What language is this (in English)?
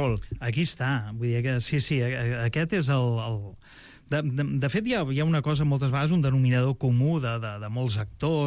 Catalan